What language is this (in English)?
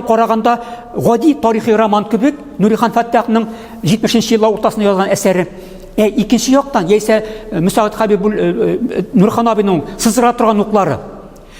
Tatar